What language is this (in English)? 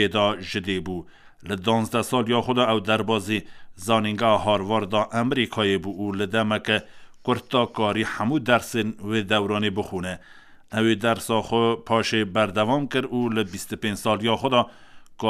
Kurdish